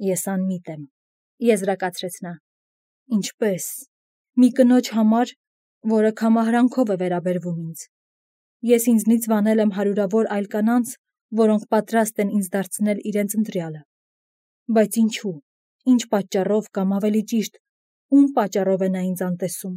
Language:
Armenian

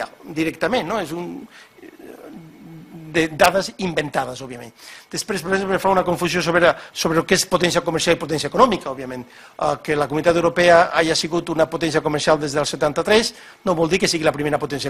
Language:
Catalan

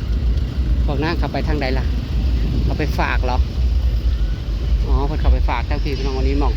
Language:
Northeastern Thai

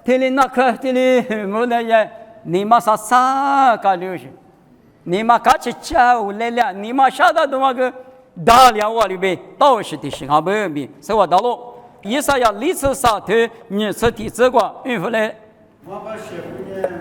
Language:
Lisu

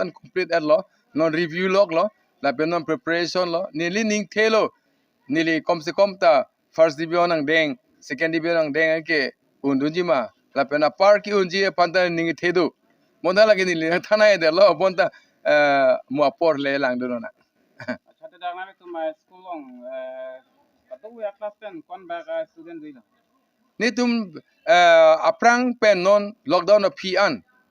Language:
Karbi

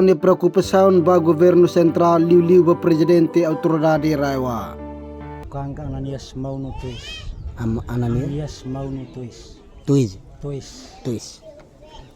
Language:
Tetum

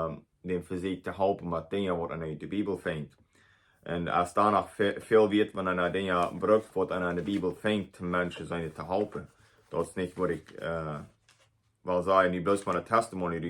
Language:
Plautdietsch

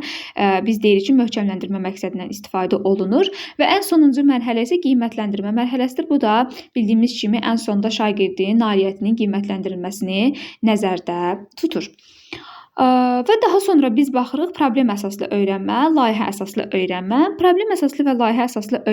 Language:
Azerbaijani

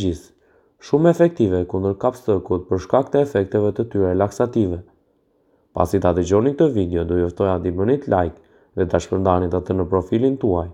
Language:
Albanian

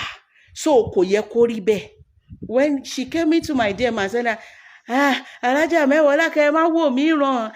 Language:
Yoruba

